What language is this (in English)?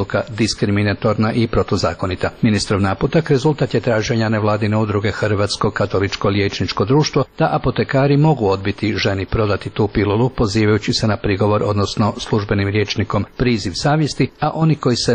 Croatian